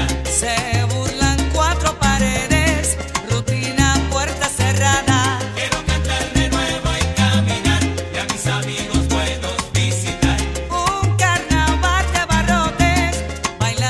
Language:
Spanish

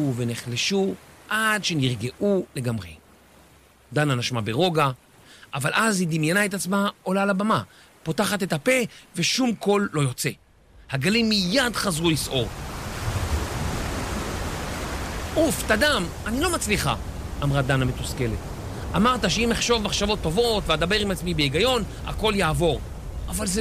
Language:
Hebrew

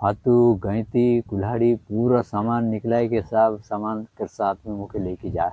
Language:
Sadri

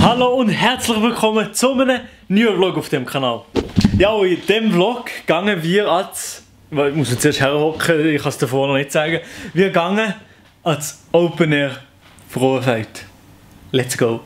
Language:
Swiss German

